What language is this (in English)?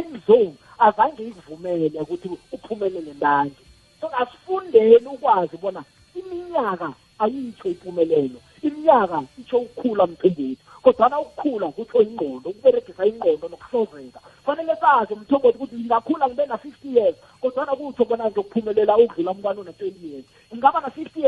South Ndebele